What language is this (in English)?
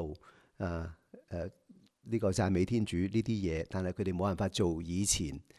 Cantonese